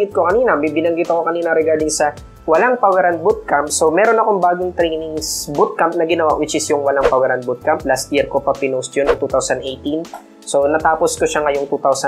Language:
Filipino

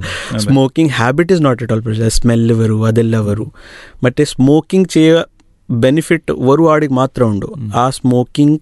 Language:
Malayalam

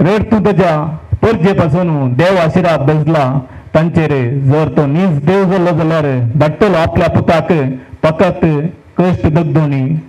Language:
Konkani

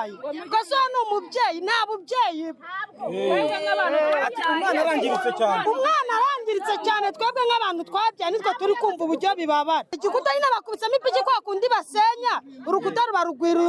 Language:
Kinyarwanda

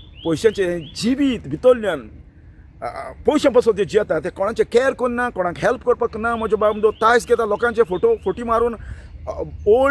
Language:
Konkani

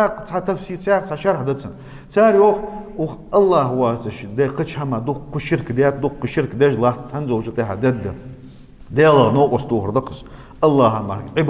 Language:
Ingush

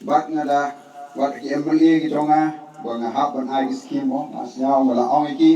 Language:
Khasi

